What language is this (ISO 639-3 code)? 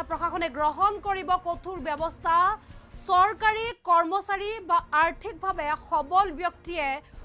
asm